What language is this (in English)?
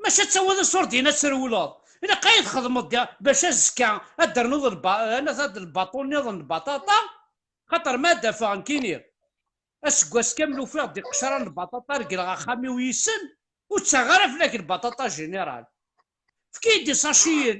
Kabyle